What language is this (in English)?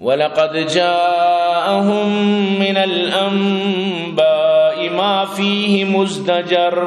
Eastern Balochi